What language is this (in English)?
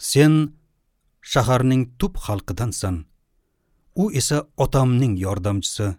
Uzbek